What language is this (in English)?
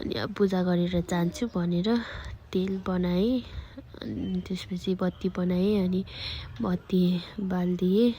Nepali